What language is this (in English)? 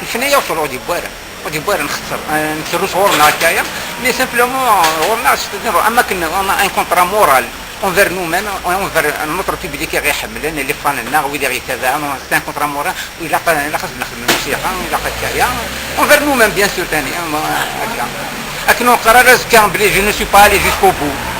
Kabyle